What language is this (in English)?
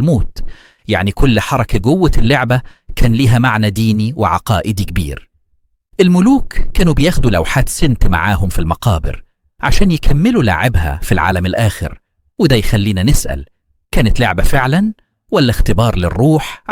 Egyptian Arabic